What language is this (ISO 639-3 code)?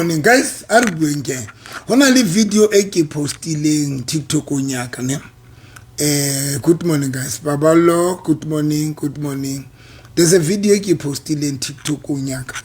sot